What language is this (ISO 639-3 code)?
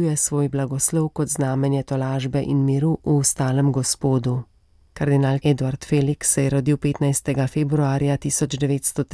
slv